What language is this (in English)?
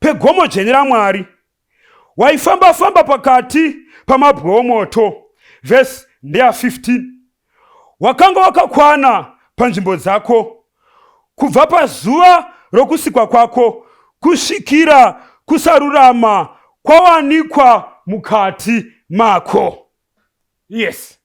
Shona